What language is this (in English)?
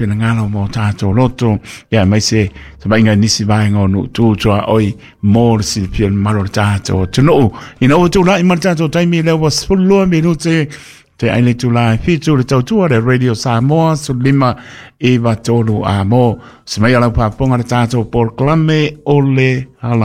Samoan